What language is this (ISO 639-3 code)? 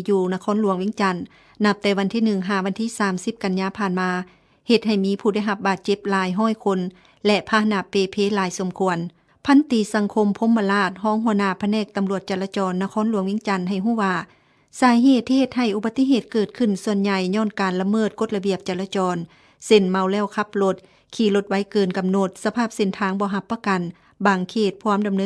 lao